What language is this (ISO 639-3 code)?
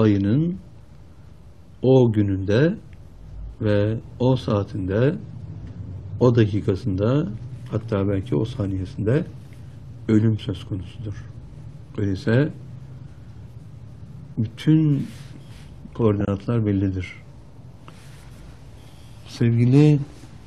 tur